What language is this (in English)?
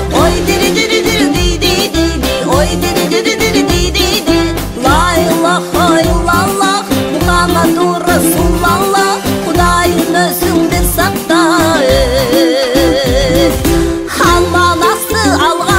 Kazakh